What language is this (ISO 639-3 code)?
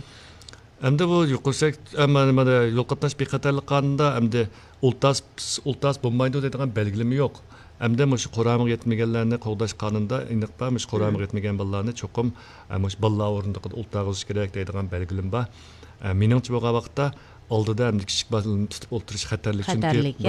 uig